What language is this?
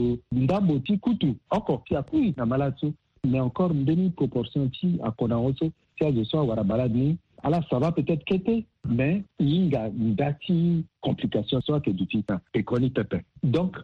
Sango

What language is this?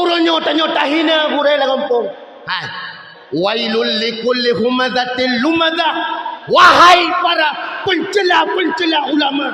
Achinese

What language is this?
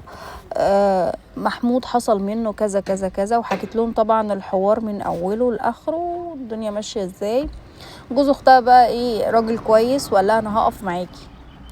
Egyptian Arabic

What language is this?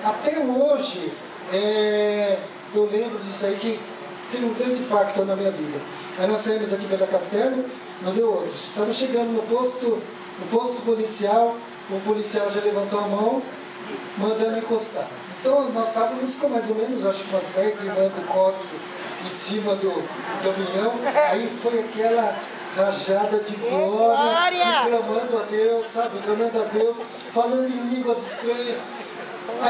Portuguese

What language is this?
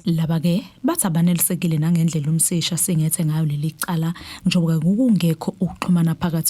Zulu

